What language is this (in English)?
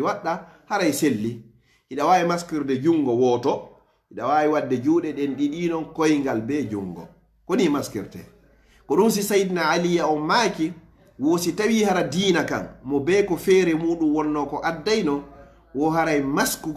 Pular